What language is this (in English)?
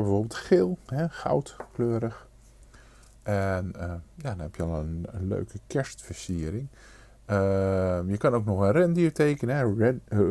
Dutch